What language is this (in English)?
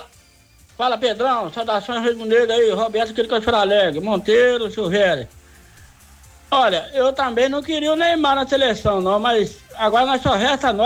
Portuguese